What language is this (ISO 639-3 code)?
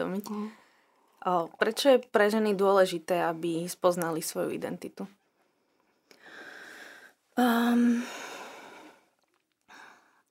slk